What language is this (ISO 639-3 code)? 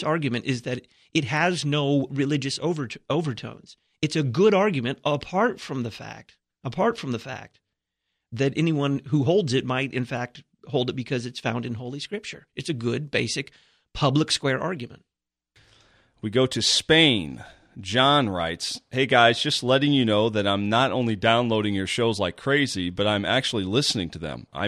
eng